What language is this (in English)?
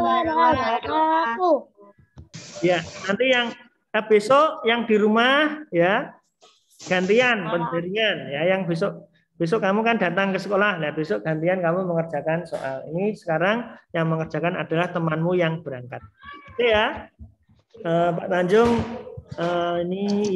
Indonesian